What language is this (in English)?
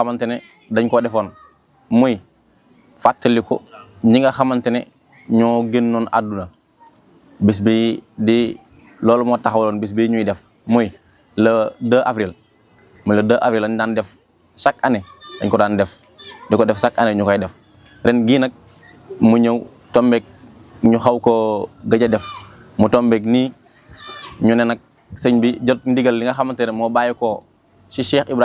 Wolof